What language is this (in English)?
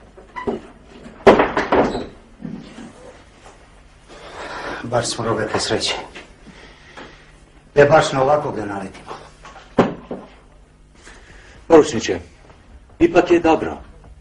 Croatian